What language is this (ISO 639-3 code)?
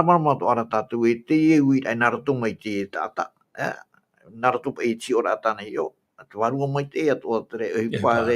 tah